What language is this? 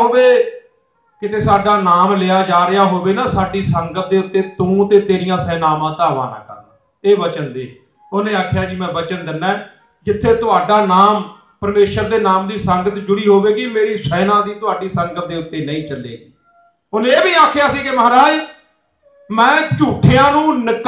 Punjabi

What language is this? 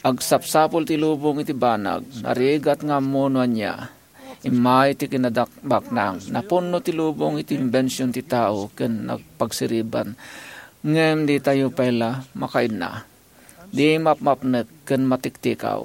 Iloko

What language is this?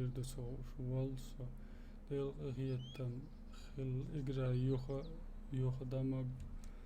Chechen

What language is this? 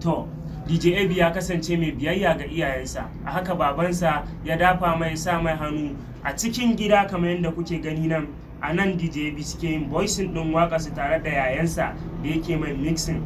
Hausa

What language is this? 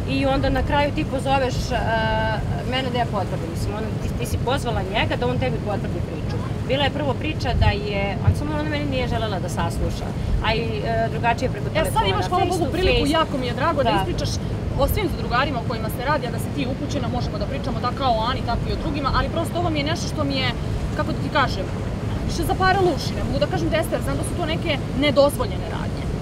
Serbian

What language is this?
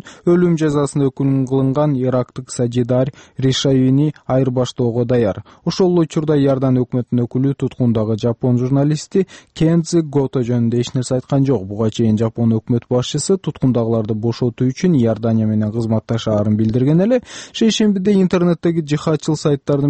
Kyrgyz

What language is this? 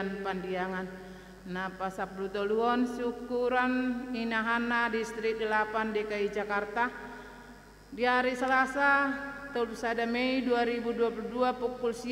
Batak Toba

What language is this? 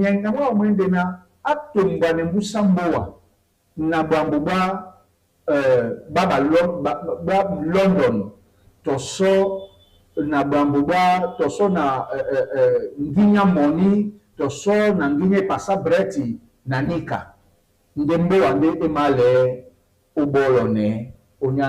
Duala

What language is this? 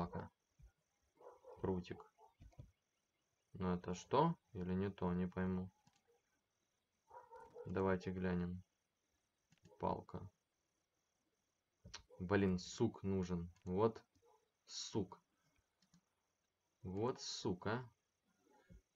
Russian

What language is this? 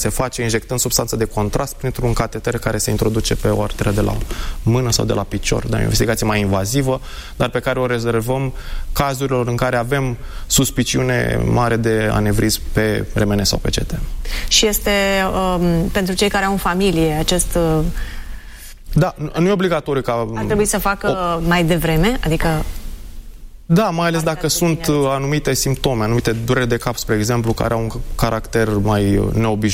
Romanian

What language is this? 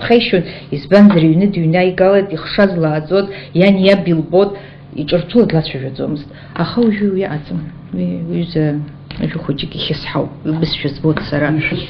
Abkhazian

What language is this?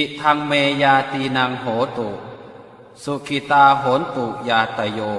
Pali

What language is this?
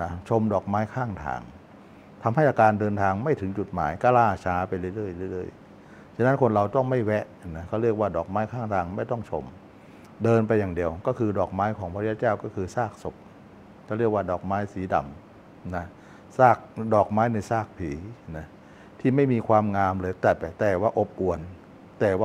Thai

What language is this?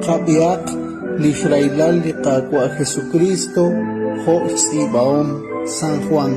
Kekchí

